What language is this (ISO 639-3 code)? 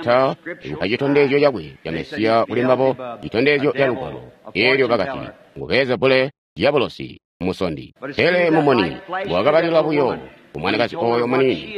toi